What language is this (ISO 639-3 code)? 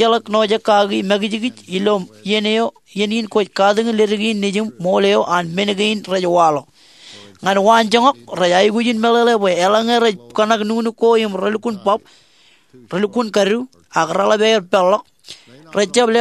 mah